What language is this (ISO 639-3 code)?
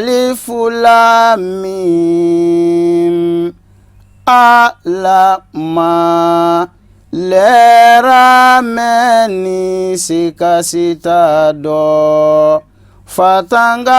bam